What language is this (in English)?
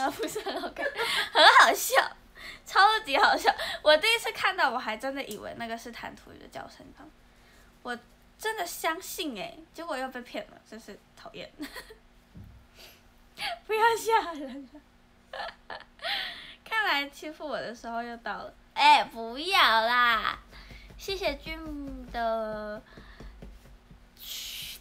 Chinese